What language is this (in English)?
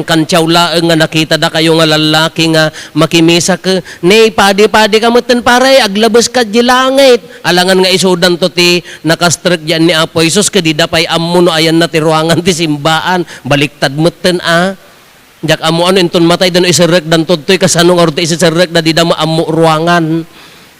Iloko